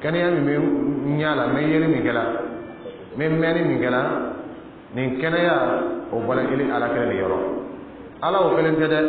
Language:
Dyula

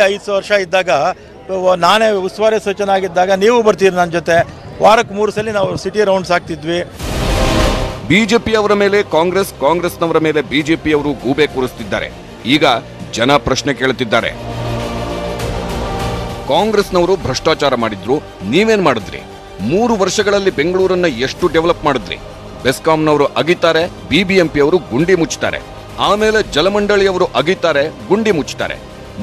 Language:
Kannada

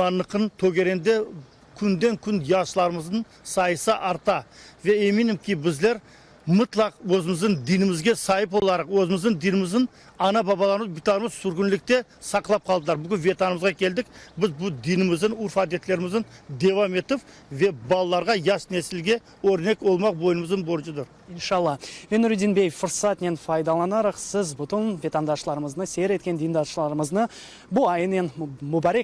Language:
Crimean Tatar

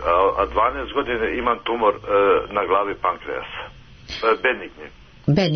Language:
Serbian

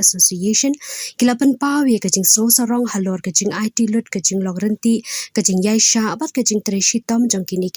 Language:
Khasi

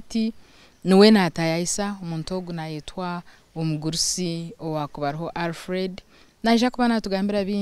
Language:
Nyankole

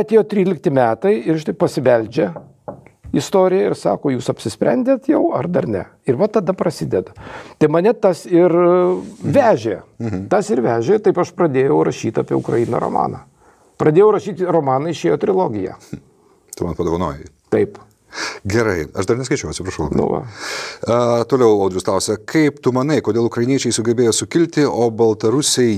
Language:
Lithuanian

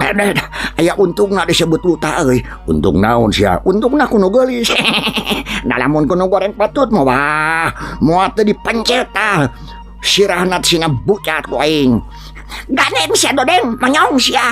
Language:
Sundanese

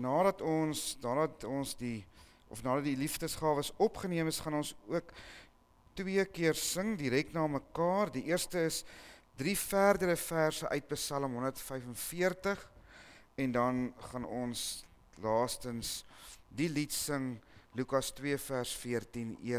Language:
Afrikaans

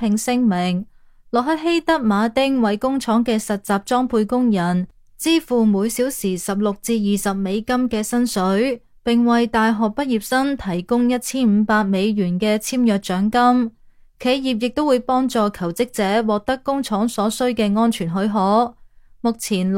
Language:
Cantonese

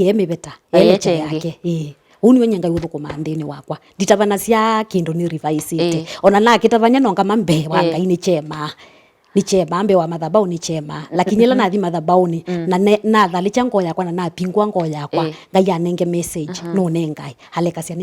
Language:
Kamba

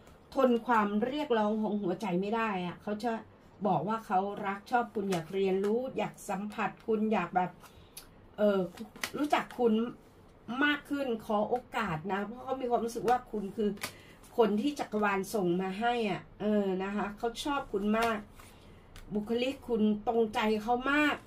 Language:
Thai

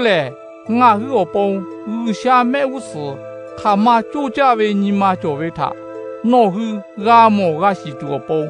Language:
Lahu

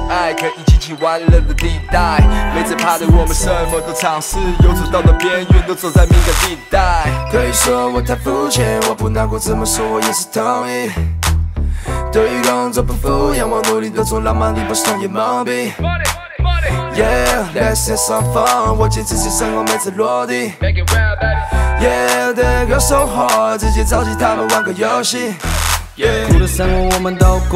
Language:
Chinese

